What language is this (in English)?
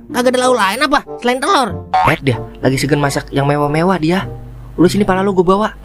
Betawi